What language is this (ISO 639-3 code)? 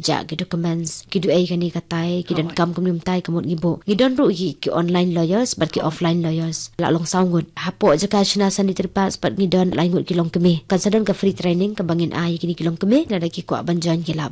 kha